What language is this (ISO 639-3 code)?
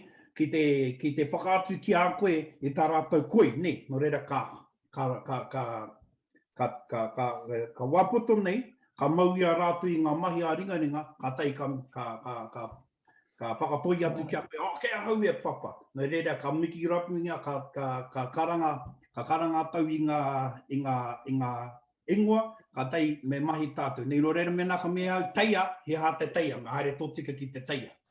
mri